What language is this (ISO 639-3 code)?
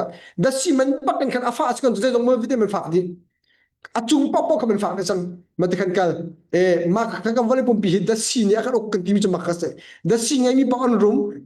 cnh